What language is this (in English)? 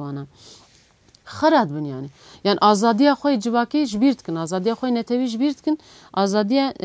Kurdish